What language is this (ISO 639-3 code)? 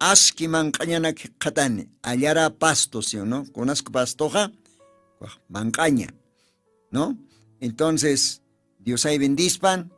aym